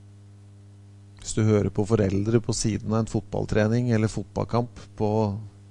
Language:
Norwegian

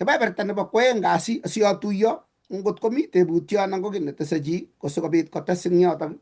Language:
Kalenjin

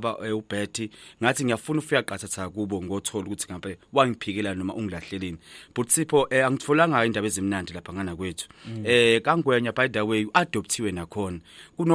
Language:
Zulu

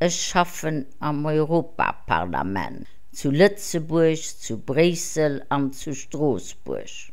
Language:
Luxembourgish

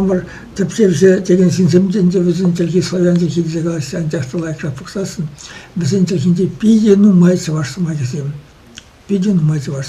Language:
Chuvash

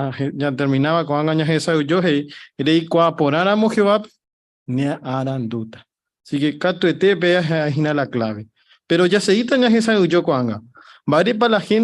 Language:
Guarani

